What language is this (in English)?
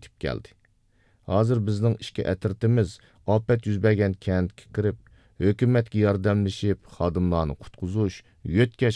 Uyghur